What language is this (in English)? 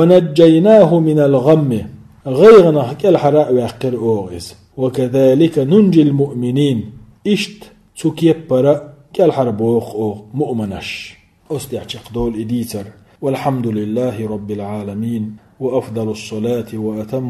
Chechen